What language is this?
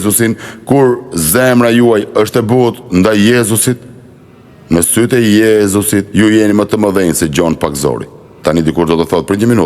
Albanian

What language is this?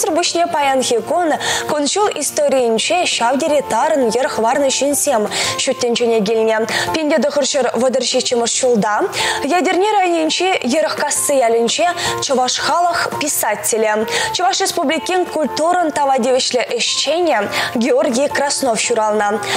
Chuvash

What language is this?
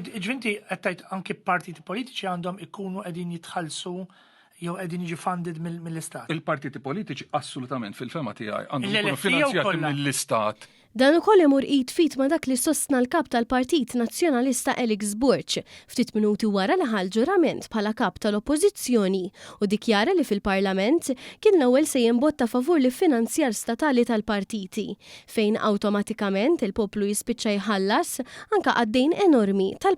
Maltese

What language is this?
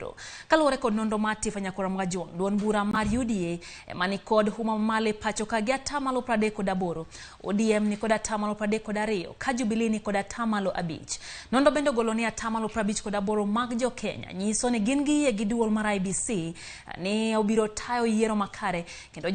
Luo (Kenya and Tanzania)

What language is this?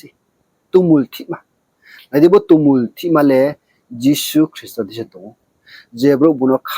Riang (India)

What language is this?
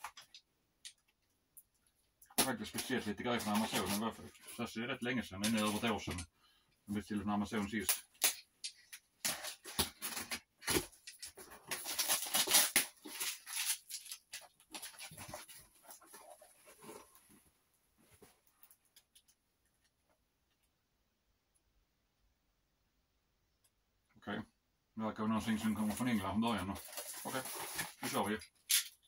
Swedish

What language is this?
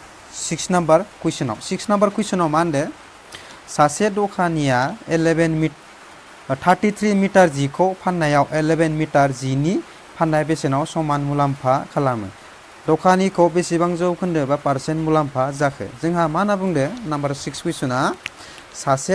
Bodo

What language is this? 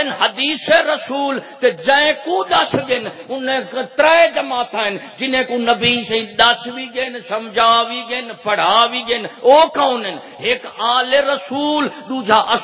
Saraiki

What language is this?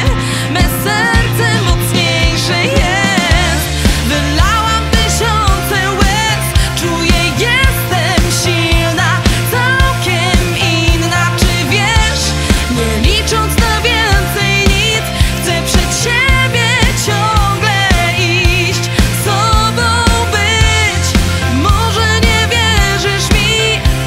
Polish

